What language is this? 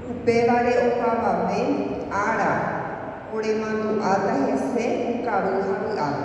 Guarani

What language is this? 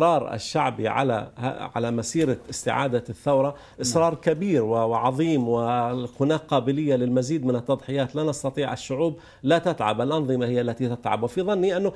Arabic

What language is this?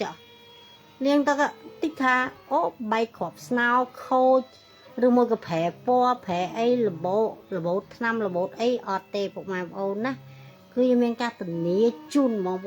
Khmer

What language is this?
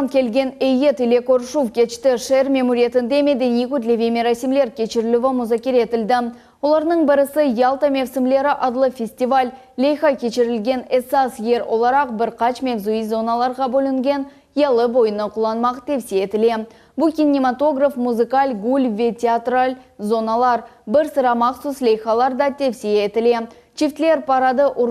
Crimean Tatar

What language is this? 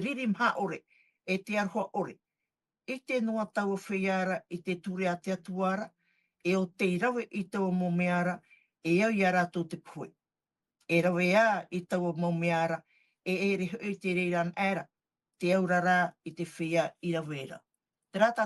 Tahitian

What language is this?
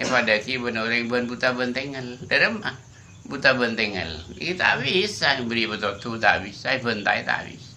Madurese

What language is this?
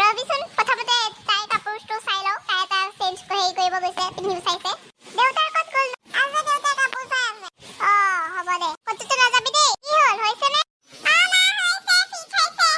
Assamese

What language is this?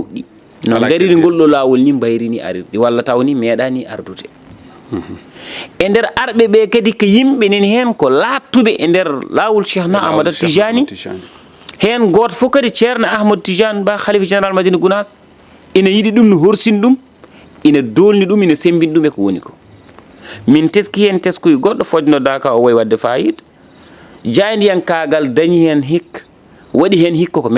Fula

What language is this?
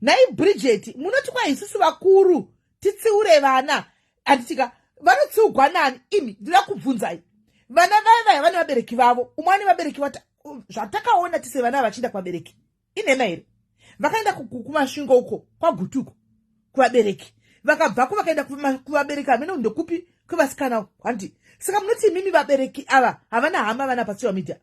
Shona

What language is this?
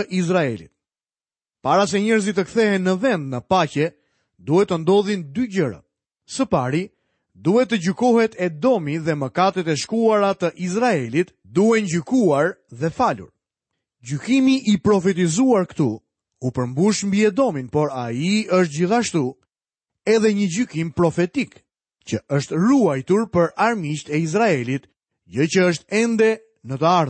Albanian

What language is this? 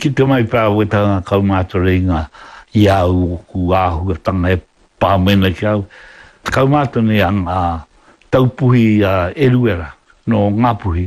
Māori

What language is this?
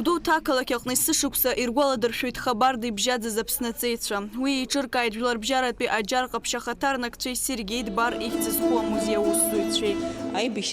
Abkhazian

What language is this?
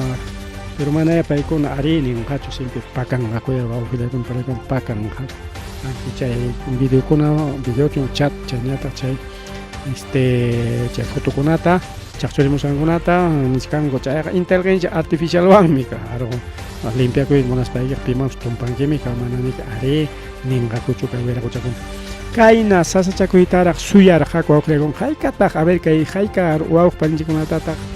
Ayacucho Quechua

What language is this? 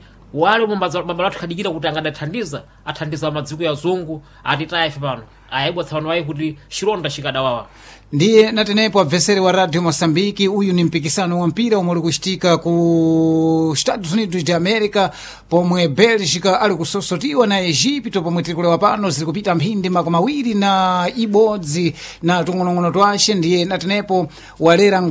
Sena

